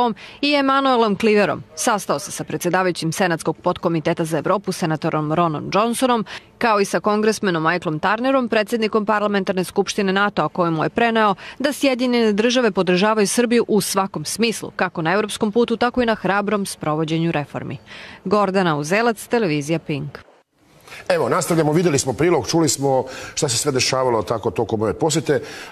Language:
Serbian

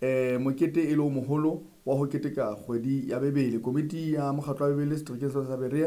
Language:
Southern Sotho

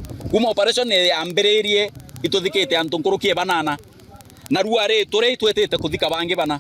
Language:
Meru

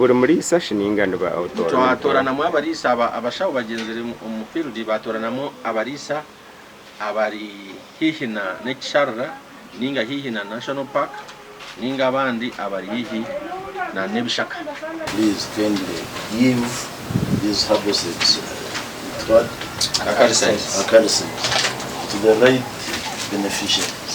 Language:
Nyankole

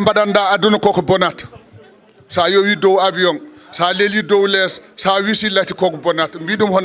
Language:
Fula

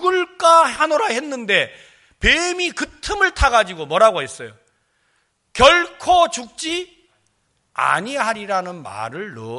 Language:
Korean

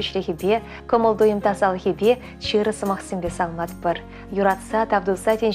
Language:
Chuvash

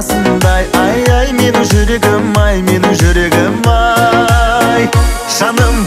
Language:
Kazakh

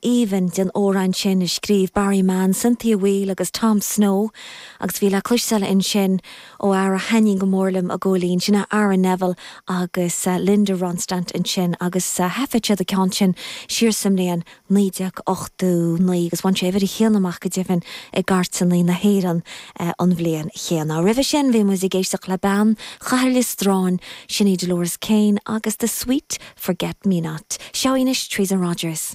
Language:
Irish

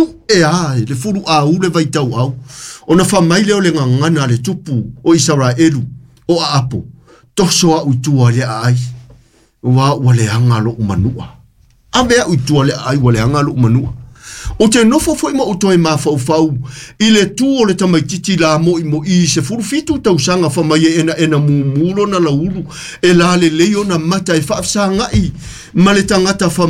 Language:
Samoan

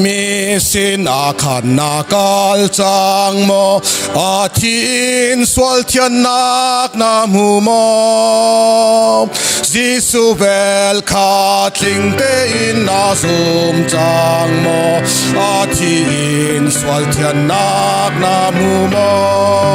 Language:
Hakha Chin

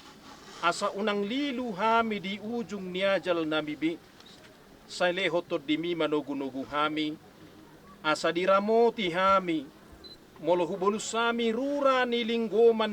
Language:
Batak Toba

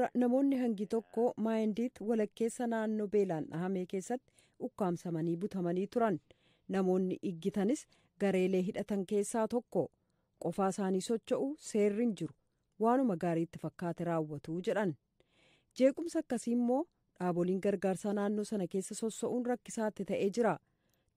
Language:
Oromo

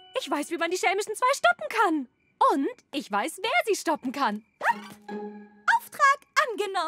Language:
German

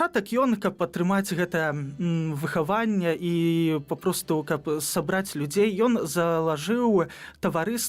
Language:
Belarusian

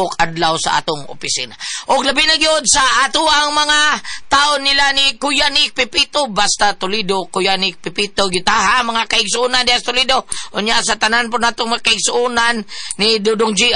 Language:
Cebuano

